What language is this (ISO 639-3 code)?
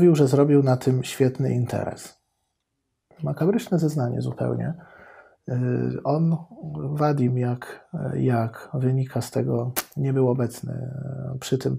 pol